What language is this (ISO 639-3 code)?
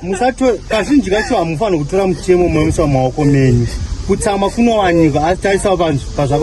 sna